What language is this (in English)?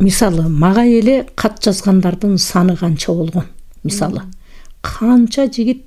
Kyrgyz